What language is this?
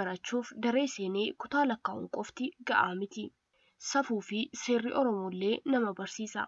Oromo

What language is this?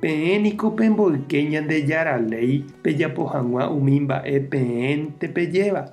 Guarani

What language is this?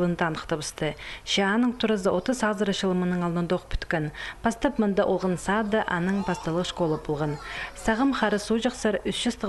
Khakas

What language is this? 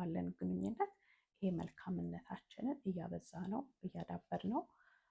Amharic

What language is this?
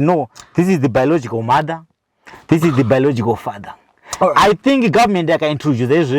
Shona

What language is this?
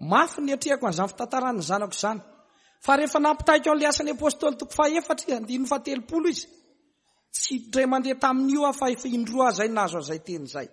Malagasy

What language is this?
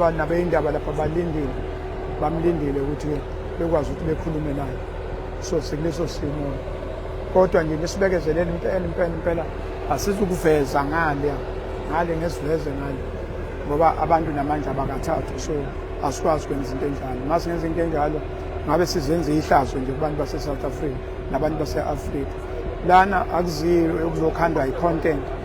Zulu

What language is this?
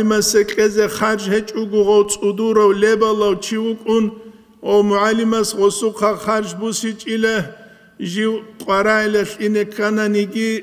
Avaric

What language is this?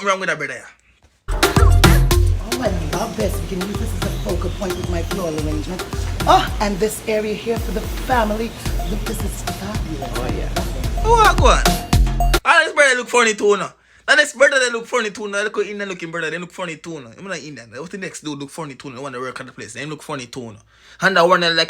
Jamaican Creole English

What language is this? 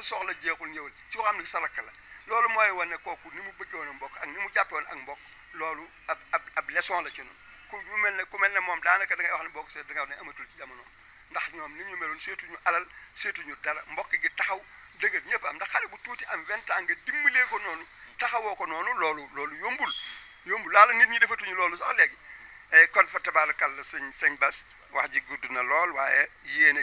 Wolof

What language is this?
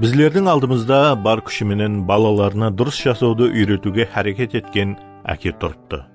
Kara-Kalpak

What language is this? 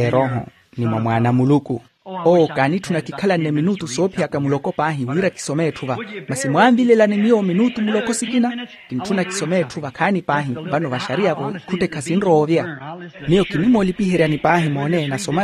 Makhuwa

